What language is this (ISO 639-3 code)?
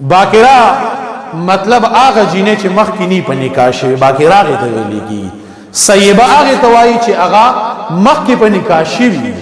pus